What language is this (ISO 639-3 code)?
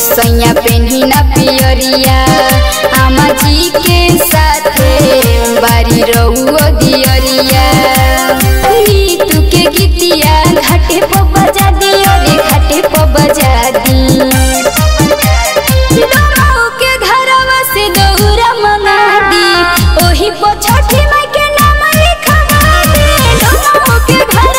bho